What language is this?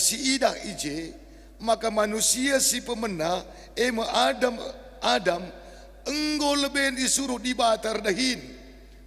Batak Karo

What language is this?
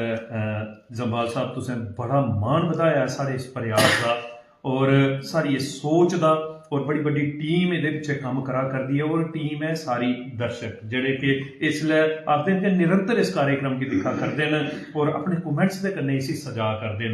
Dogri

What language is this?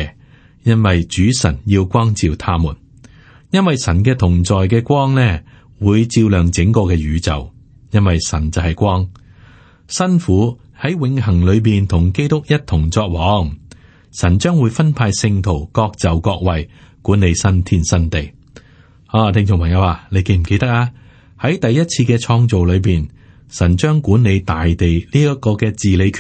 Cantonese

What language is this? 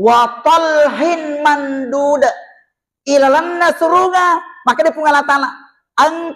Buginese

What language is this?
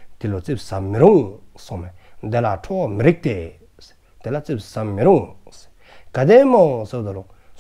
Dzongkha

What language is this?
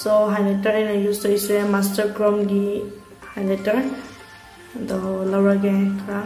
Manipuri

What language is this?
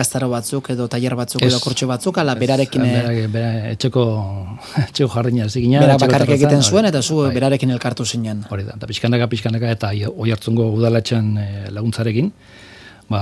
Basque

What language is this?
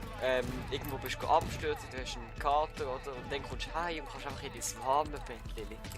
Swiss German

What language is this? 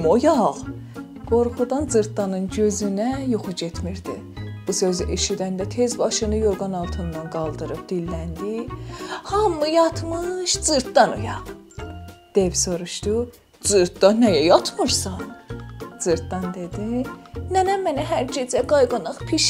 South Azerbaijani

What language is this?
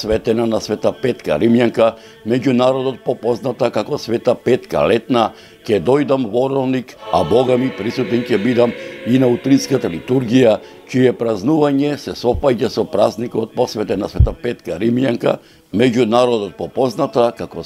Macedonian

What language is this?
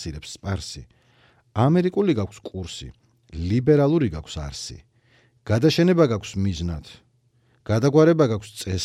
Georgian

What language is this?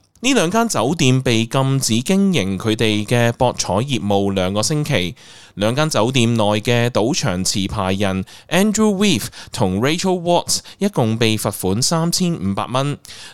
Cantonese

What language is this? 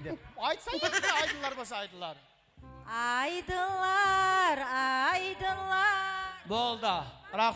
Kara-Kalpak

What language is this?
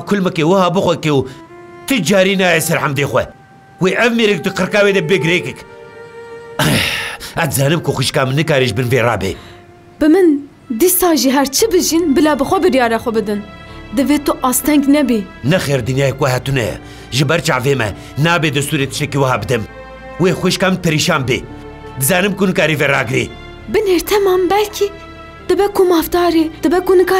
Kurdish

